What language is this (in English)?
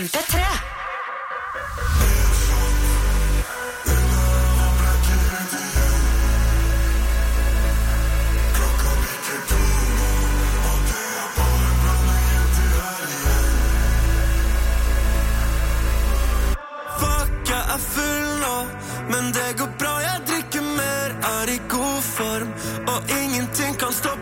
Norwegian